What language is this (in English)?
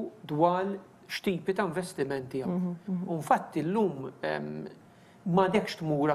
Maltese